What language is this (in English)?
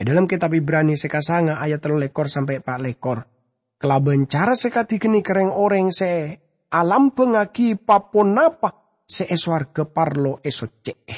Madurese